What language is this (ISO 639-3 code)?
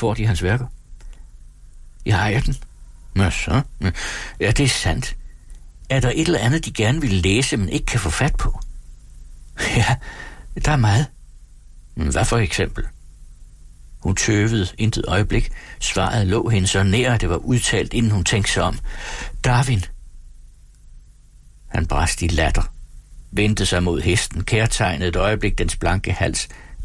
dan